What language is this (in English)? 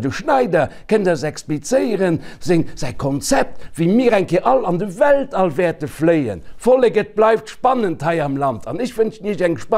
Luxembourgish